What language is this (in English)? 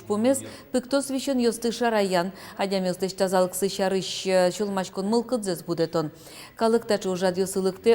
Udmurt